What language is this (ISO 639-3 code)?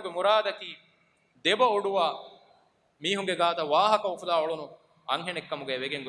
div